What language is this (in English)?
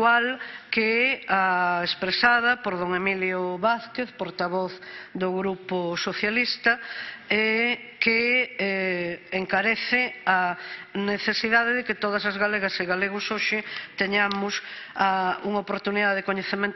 Galician